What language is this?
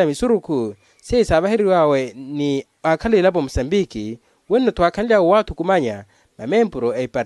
Makhuwa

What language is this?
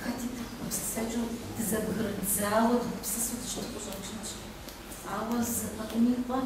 Kabardian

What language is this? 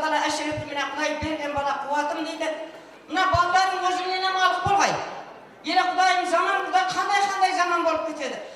Kara-Kalpak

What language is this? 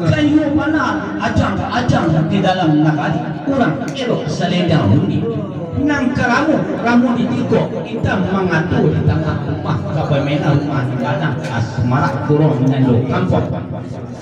Minangkabau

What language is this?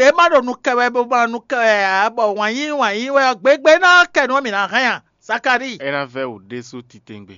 Fon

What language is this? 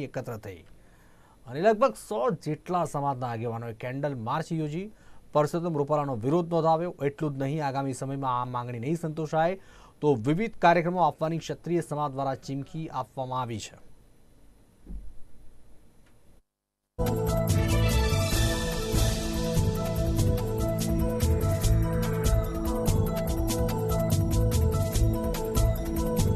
Gujarati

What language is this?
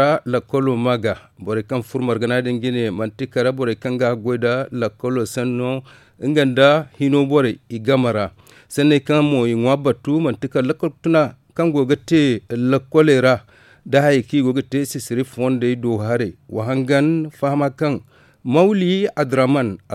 Zarma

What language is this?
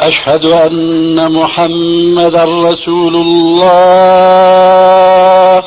Kumyk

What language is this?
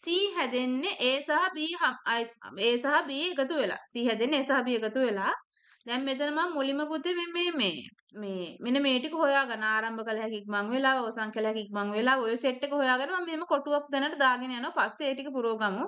Sinhala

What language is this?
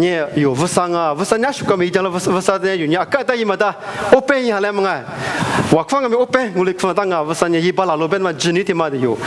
Lisu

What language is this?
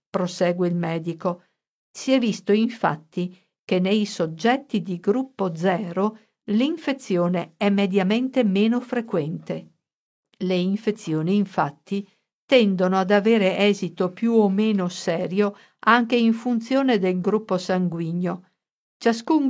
Italian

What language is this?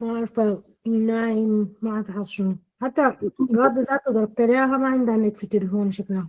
Sudanese Arabic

